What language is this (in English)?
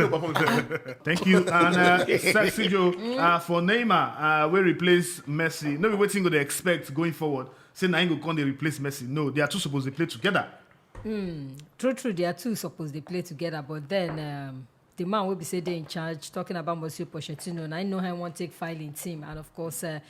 Nigerian Pidgin